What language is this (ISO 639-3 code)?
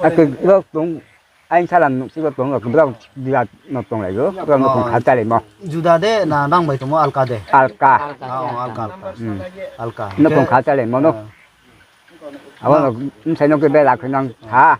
ria